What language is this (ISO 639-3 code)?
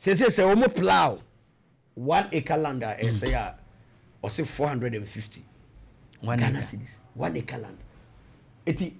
aka